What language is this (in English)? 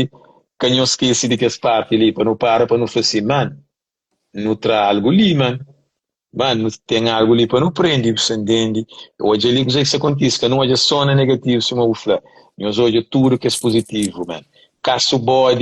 Kabuverdianu